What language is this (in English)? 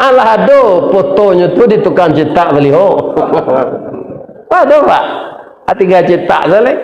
Minangkabau